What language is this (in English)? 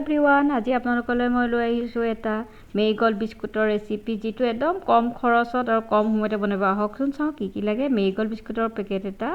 Assamese